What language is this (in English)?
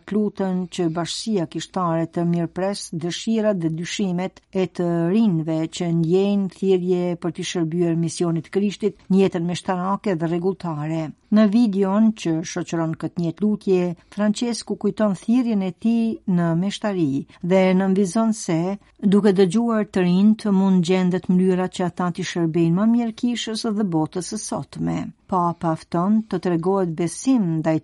Albanian